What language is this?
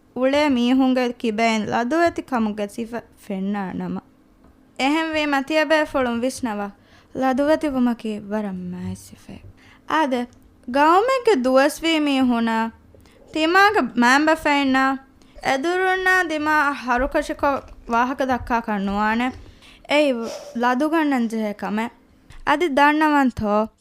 Divehi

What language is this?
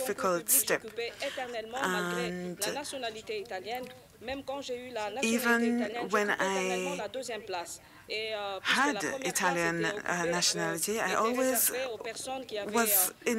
English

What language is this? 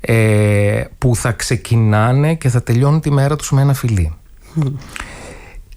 Greek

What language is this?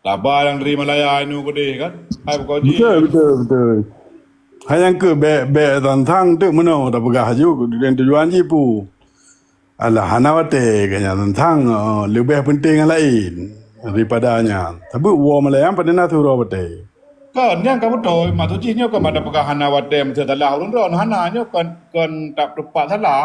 Achinese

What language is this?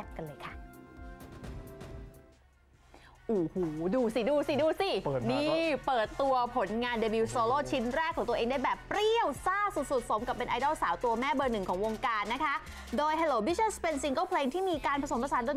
Thai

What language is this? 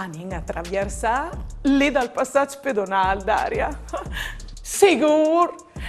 Friulian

